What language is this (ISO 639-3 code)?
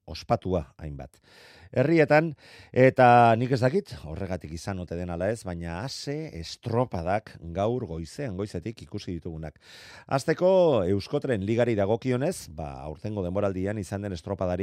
eus